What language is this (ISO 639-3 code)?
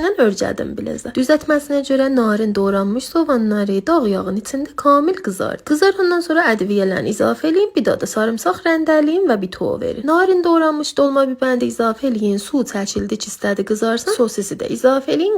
aze